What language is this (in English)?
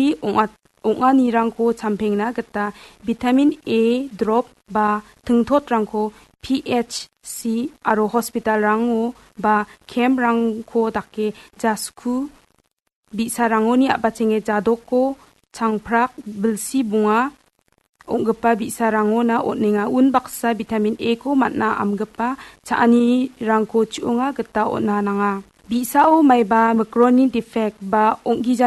Garo